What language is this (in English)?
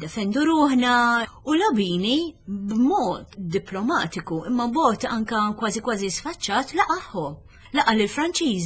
Maltese